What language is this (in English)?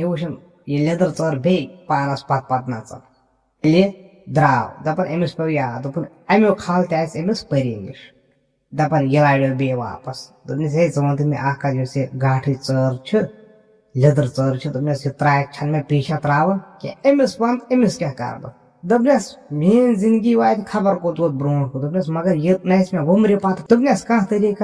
Kashmiri